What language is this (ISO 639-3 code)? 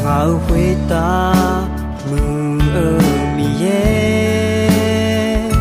ahk